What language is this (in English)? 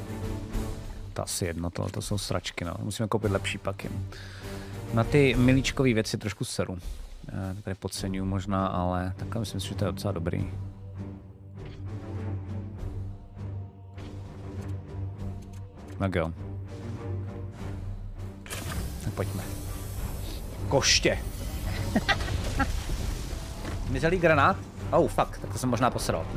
Czech